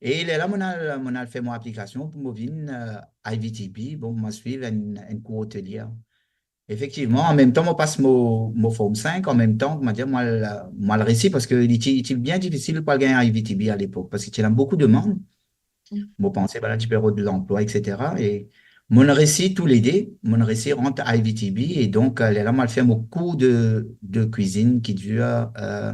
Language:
Morisyen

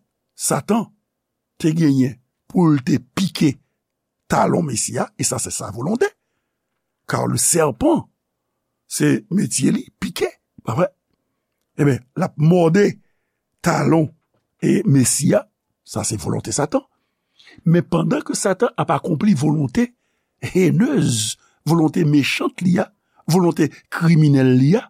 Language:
Haitian Creole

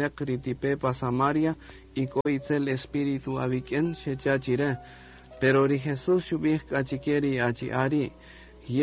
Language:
Kaqchikel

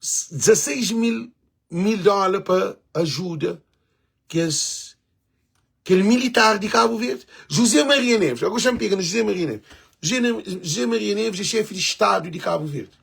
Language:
Kabuverdianu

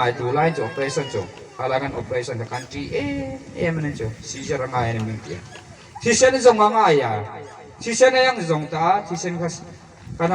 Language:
Hmar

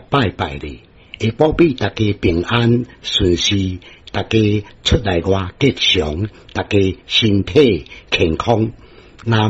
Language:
Min Nan Chinese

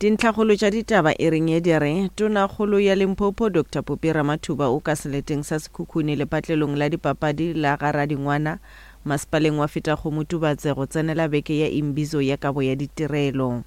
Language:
Northern Sotho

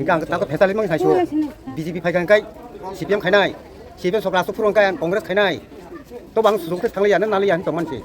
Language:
Kok Borok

